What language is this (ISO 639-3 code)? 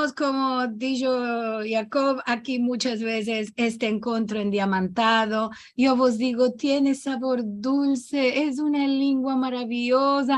lad